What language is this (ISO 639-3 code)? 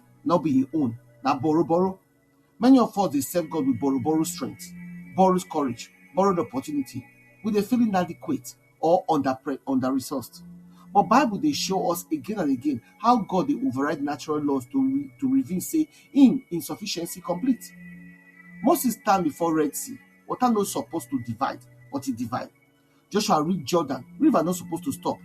pcm